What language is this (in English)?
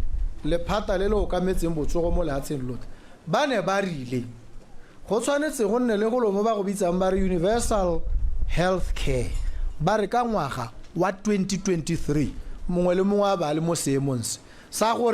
Tswana